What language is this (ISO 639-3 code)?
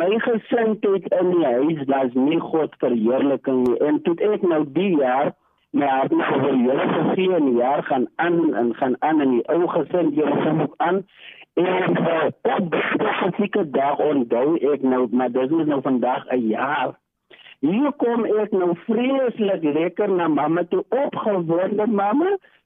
afr